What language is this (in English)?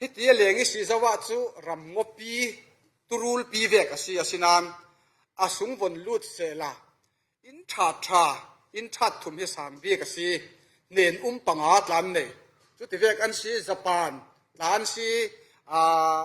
Falam Chin